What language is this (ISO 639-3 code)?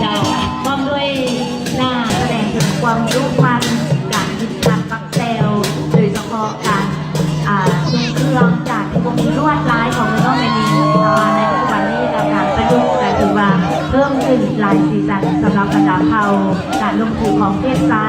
lao